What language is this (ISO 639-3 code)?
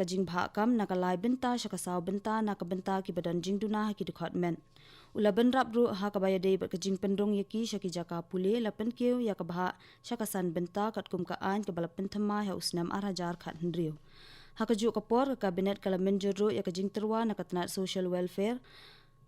kha